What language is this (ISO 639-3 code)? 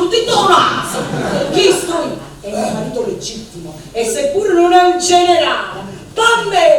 nap